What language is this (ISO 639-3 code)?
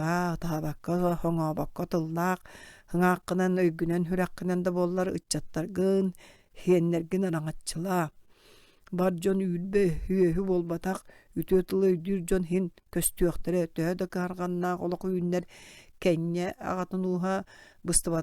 sah